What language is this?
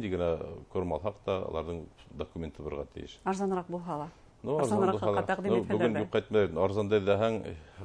Bashkir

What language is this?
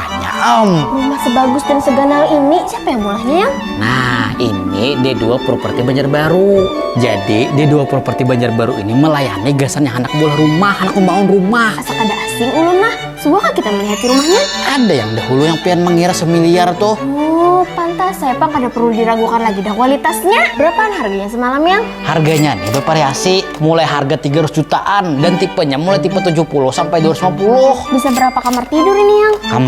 Banjar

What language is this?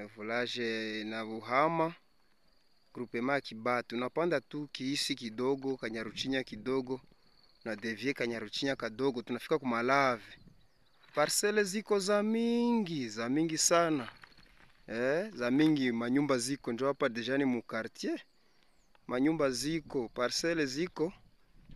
Swahili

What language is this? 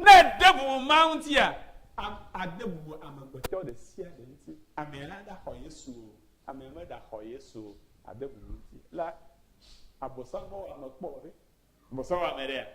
Ewe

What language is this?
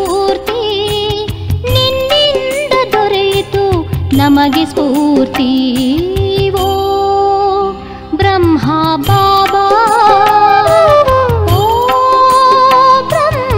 Kannada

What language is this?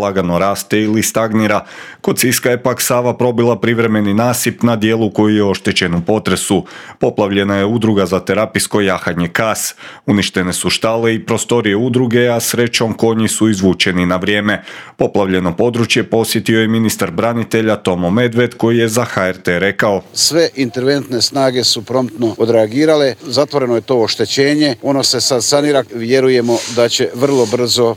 Croatian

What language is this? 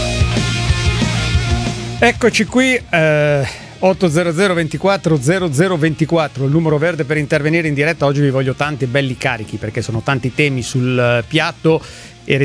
Italian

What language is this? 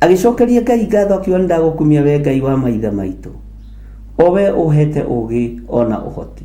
Kikuyu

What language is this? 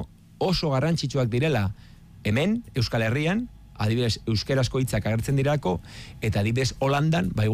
Basque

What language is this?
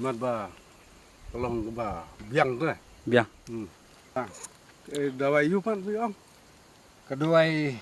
Khasi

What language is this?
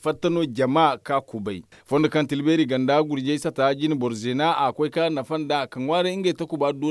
Zarma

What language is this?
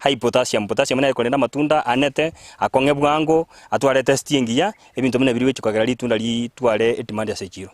Gusii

